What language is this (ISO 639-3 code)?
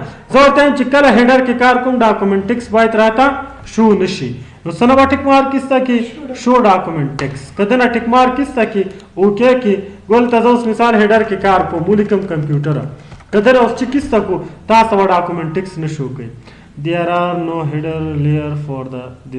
pus